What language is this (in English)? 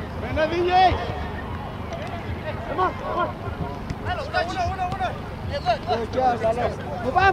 English